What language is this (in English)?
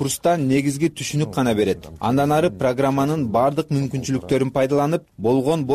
Kyrgyz